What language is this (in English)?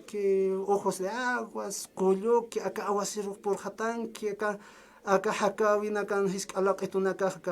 Aymara